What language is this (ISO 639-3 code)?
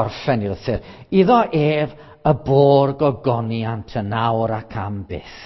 cym